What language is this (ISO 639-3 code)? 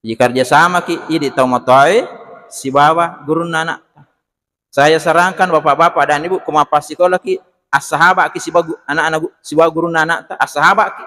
bug